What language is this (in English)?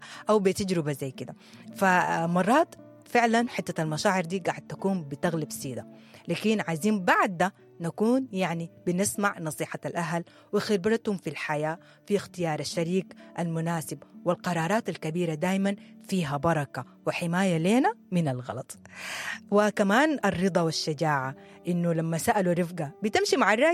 Sudanese Arabic